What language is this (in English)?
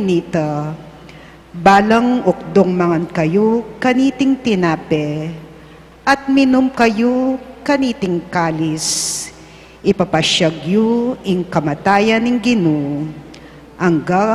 Pampanga